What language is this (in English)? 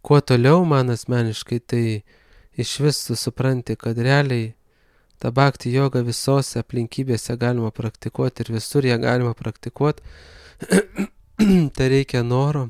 Lithuanian